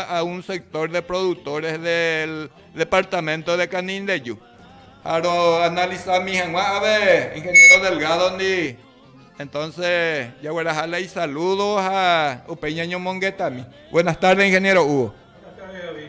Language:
Guarani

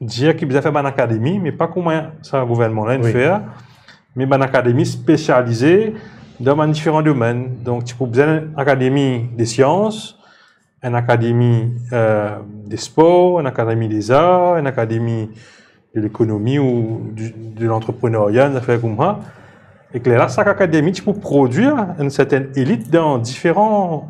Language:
Morisyen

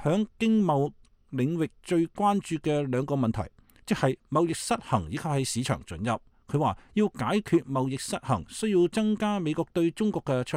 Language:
Cantonese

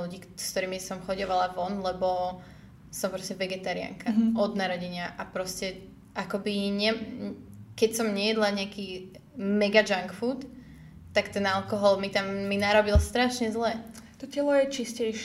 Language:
Slovak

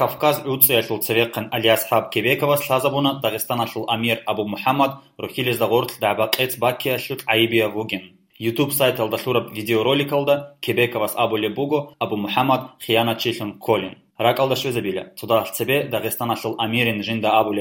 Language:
Avaric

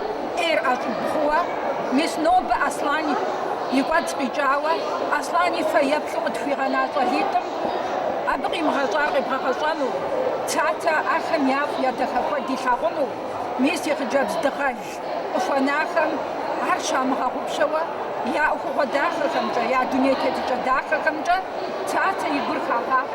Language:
Kabardian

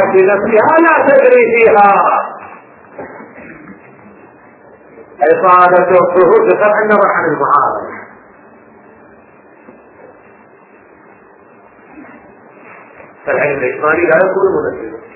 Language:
Arabic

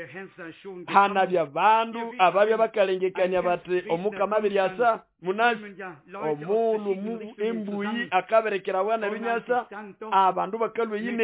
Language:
Nande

